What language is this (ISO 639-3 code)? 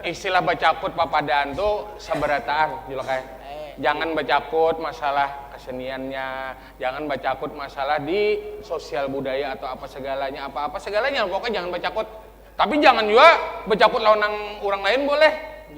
bjn